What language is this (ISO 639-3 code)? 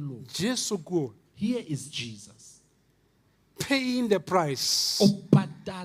sot